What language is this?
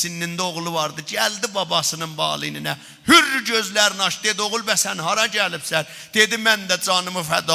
South Azerbaijani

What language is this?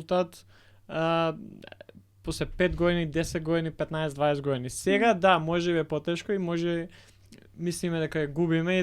Macedonian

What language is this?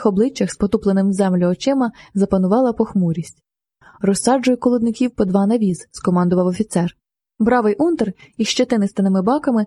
Ukrainian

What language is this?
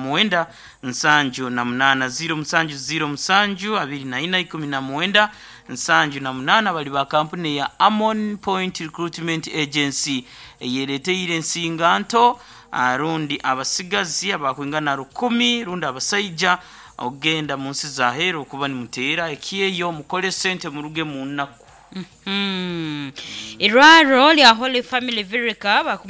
Nyoro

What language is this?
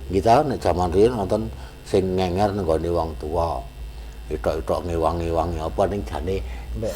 Javanese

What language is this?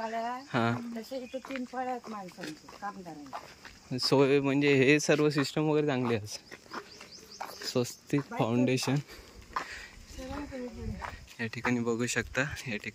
Marathi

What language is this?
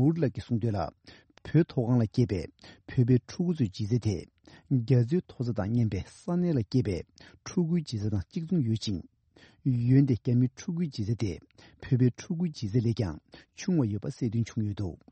Tibetan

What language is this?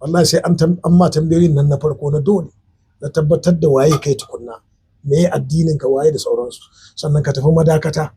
Hausa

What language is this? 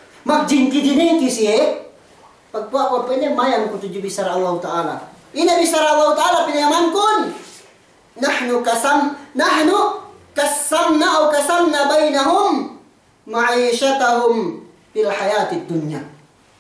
Yakan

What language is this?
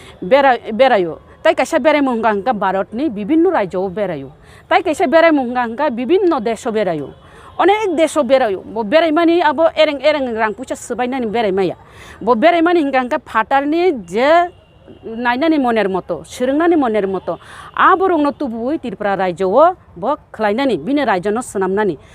Kok Borok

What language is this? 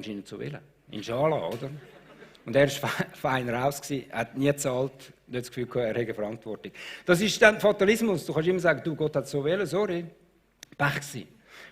Swiss German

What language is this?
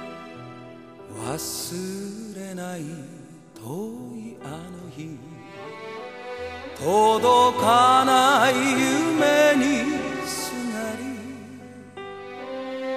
Japanese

